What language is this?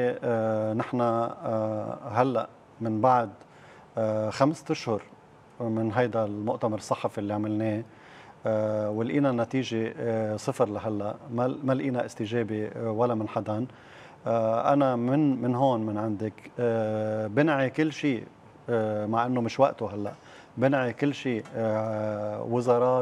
North Levantine Arabic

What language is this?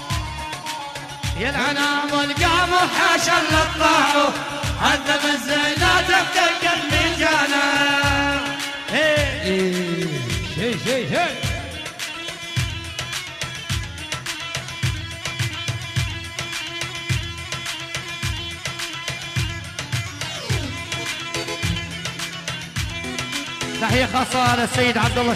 South Levantine Arabic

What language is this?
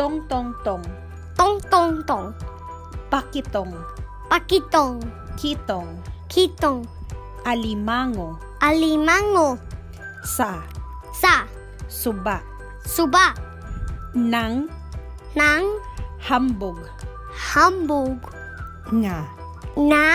Cebuano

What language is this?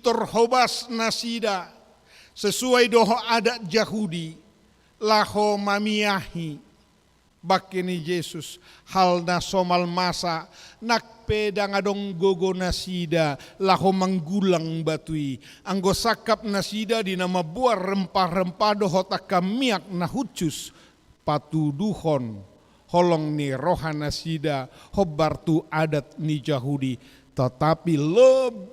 Batak Toba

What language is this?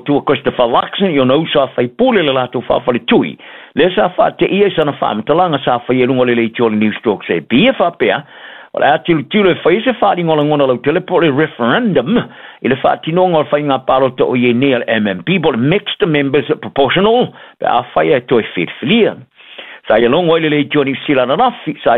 Samoan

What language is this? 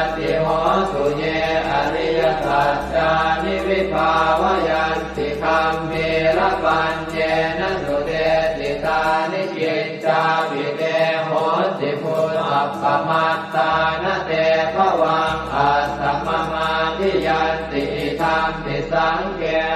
Pali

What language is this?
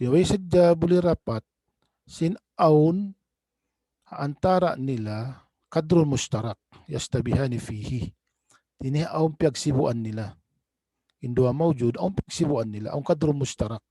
Tausug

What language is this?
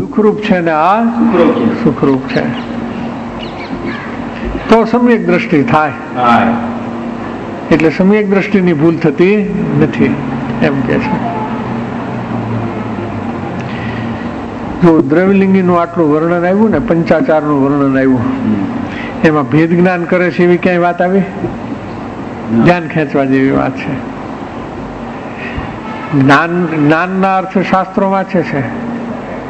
Gujarati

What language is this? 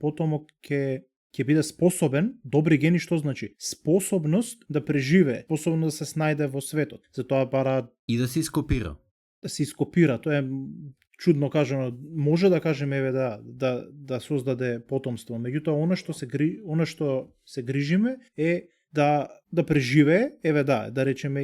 Macedonian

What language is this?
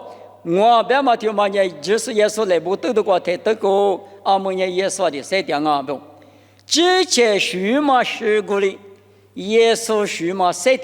Lisu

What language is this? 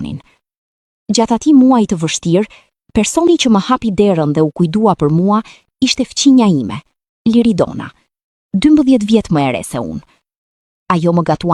Albanian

